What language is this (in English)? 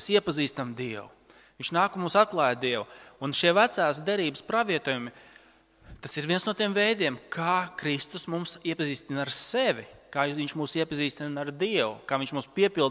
Latvian